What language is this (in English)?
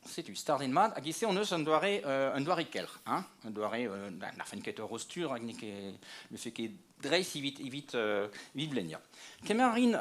Breton